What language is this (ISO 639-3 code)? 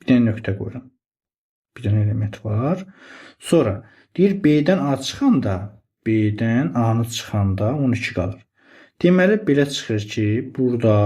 aze